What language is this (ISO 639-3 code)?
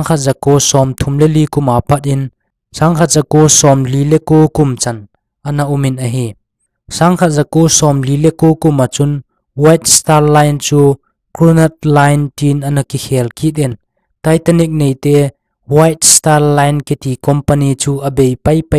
tcz